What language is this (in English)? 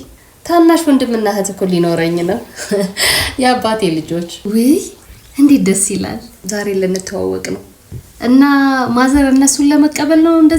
Amharic